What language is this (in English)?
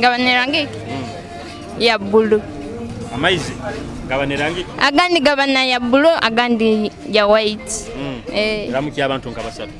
Nyoro